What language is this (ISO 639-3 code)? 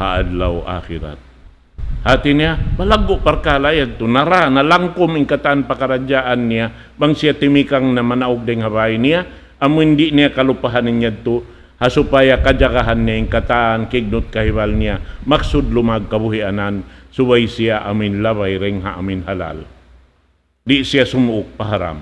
tsg